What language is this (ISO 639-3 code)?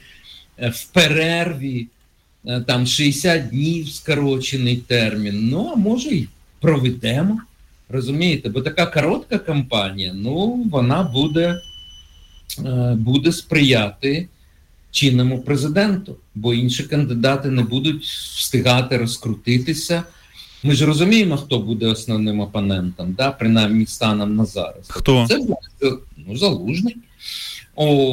ukr